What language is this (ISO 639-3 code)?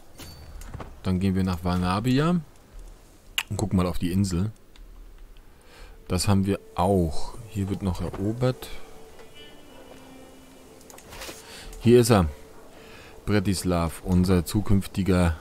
deu